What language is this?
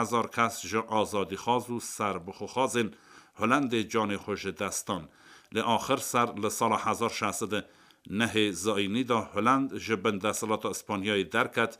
Kurdish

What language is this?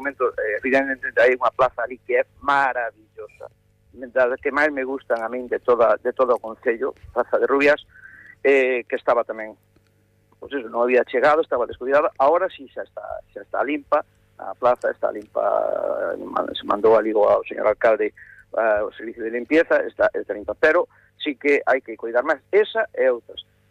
Galician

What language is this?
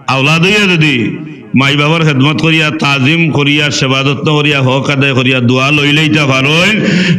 Sylheti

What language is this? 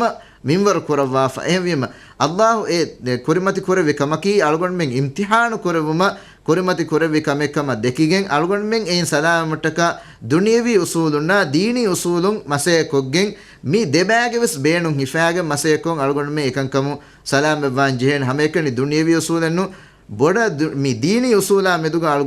Divehi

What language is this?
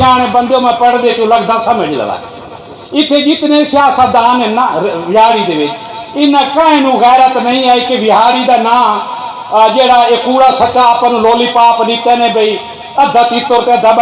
Saraiki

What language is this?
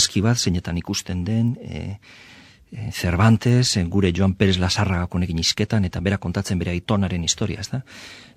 Basque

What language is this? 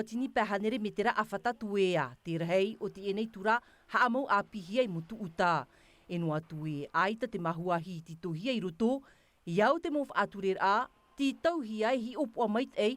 Tahitian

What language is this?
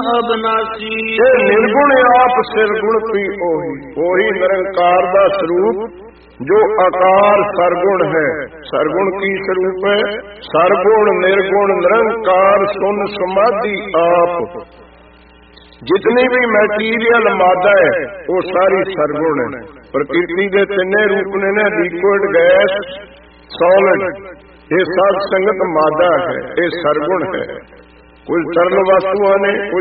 Punjabi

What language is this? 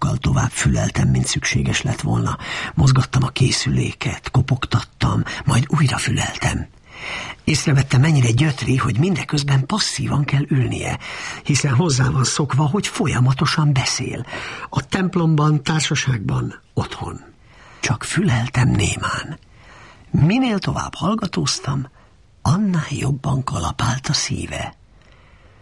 Hungarian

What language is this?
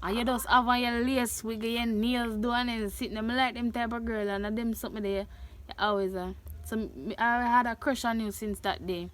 Jamaican Creole English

